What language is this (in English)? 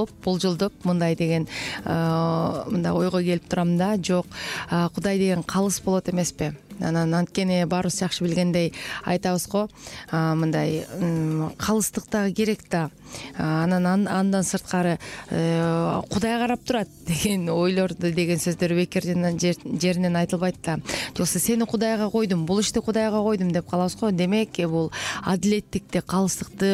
Kyrgyz